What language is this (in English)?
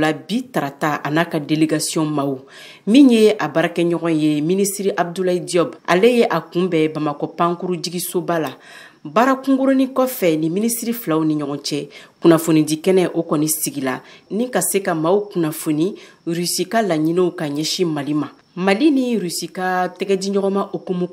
Bambara